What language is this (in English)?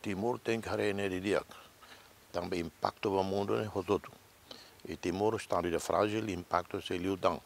Tetum